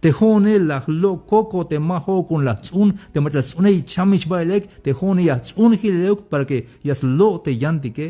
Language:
Tzeltal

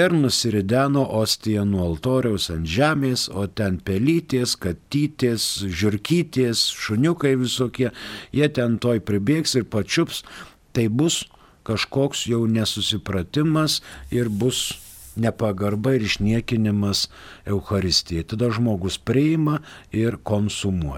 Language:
Lithuanian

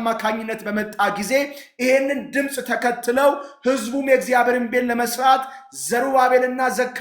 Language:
Amharic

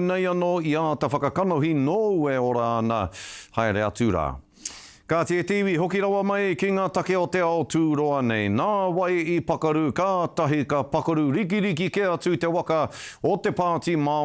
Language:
Māori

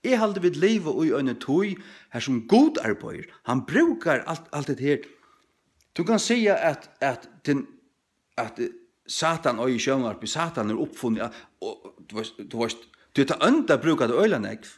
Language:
Faroese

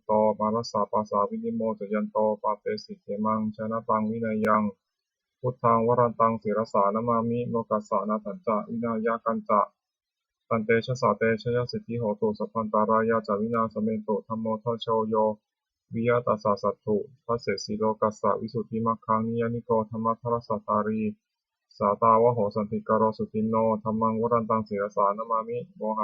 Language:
Pali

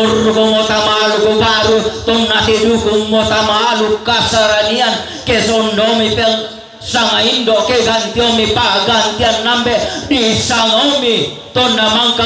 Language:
Toraja-Sa'dan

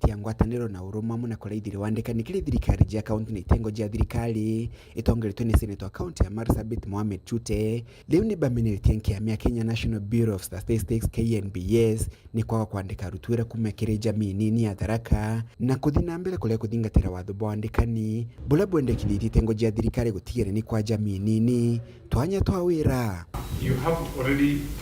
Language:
Meru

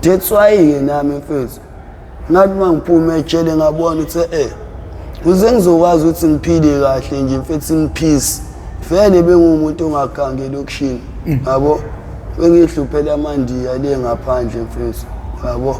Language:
Zulu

